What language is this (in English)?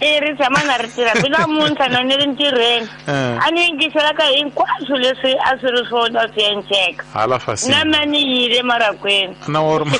Tsonga